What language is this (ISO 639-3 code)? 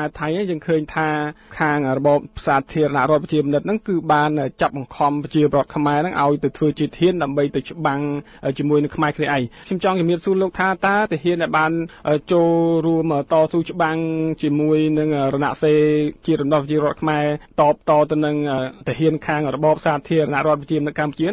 khm